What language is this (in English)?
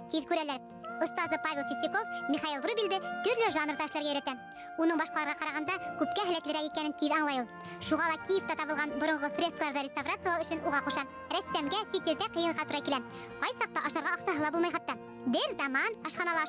Bashkir